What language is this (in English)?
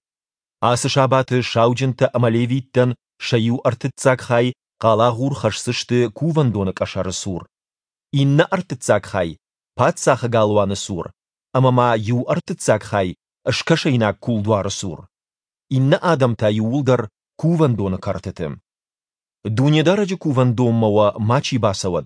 Ossetic